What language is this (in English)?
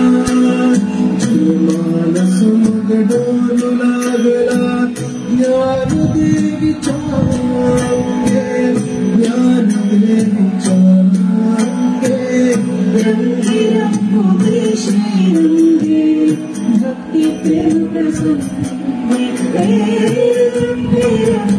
Marathi